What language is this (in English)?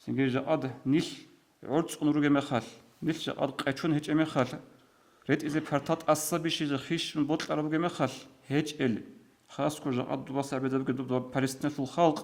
Avaric